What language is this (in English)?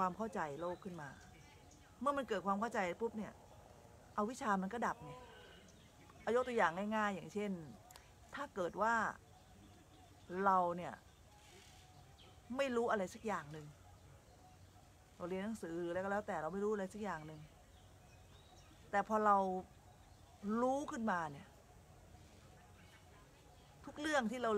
Thai